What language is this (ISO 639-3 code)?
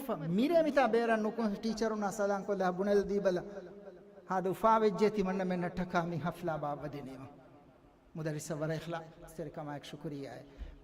div